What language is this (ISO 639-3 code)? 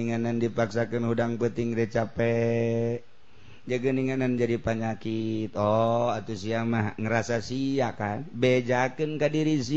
sun